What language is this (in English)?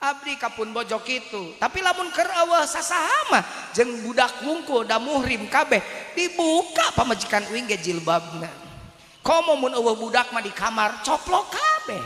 Sundanese